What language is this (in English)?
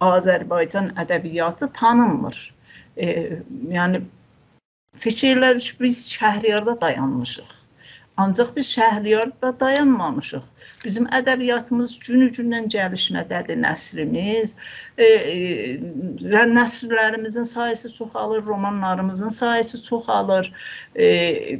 South Azerbaijani